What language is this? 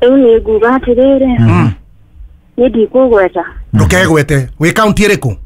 Kikuyu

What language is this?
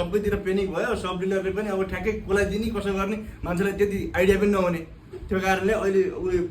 Nepali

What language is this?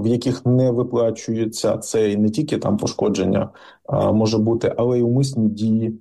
Ukrainian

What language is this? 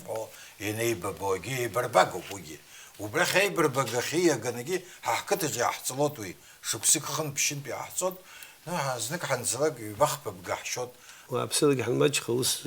Abkhazian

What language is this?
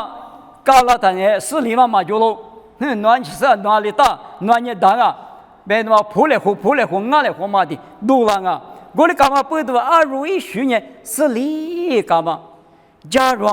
Lisu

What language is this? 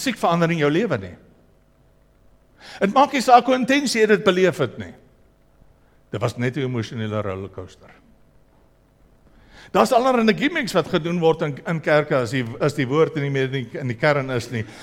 Afrikaans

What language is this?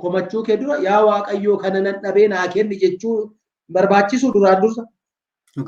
Oromo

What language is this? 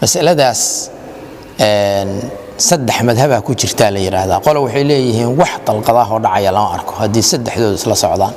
Somali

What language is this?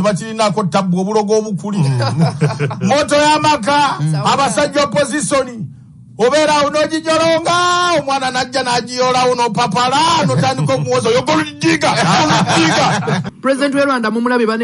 Ganda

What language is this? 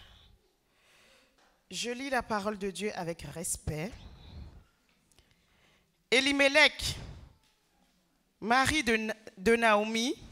French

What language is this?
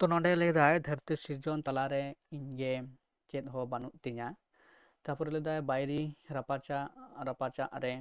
Santali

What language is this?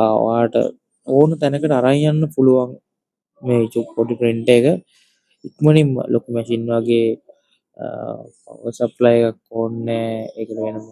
Sinhala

